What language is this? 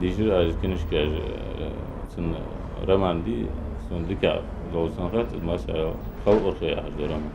Ingush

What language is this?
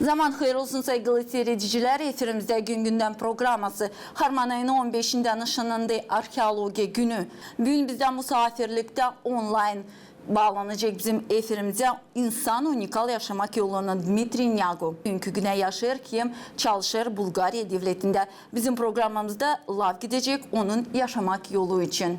Gagauz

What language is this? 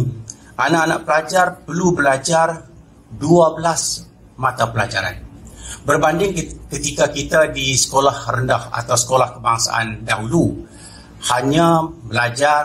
Malay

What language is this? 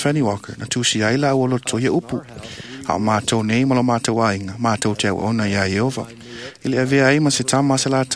Samoan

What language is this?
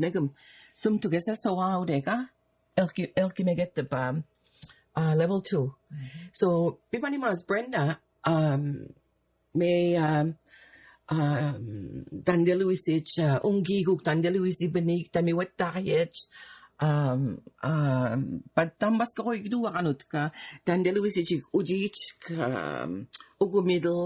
Mi'kmaw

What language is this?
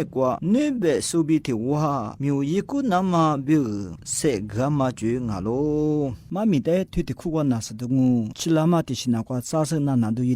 Lisu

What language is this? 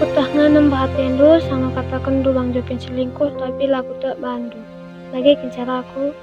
Batak Karo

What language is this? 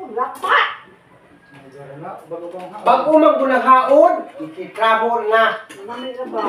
Cebuano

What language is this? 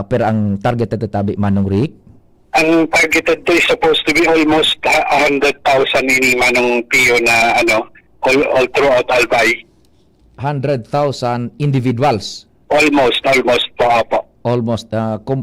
Bikol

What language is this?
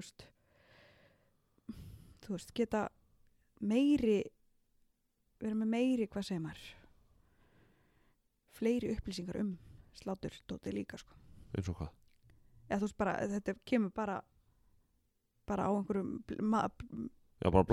Icelandic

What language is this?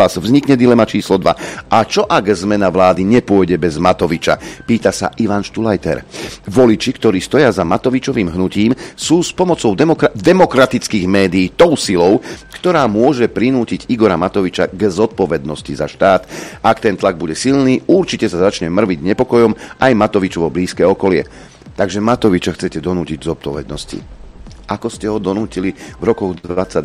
Slovak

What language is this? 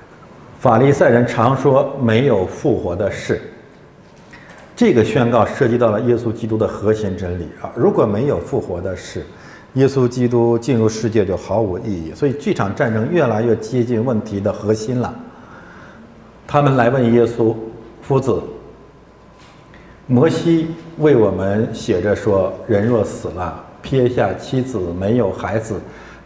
Chinese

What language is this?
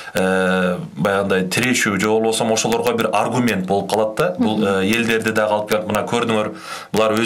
Kyrgyz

